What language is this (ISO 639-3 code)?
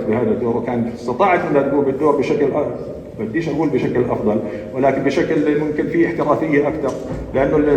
apc